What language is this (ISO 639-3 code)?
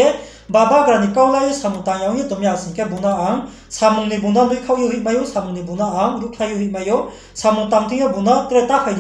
ria